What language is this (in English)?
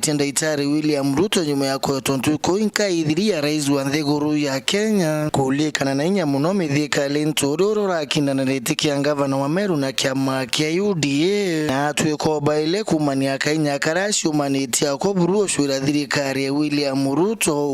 Meru